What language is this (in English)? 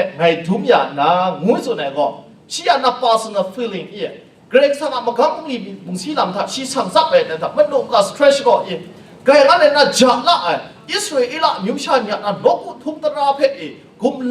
Kachin